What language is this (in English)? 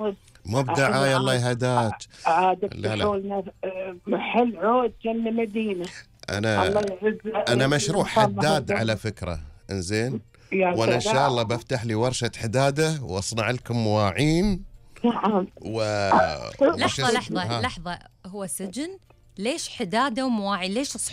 Gulf Arabic